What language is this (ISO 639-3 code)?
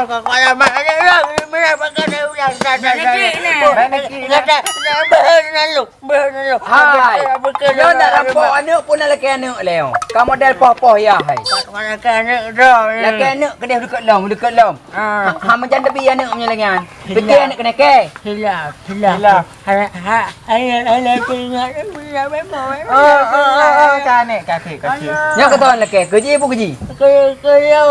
ace